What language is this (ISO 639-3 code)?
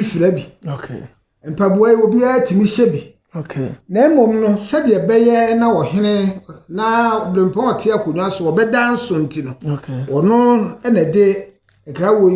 aka